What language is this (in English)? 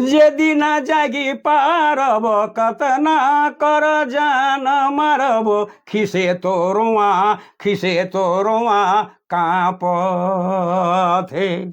Sadri